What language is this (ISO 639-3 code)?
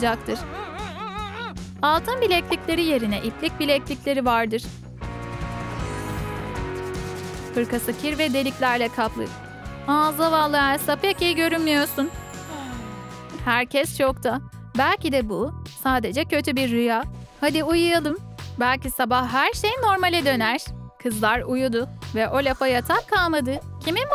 tur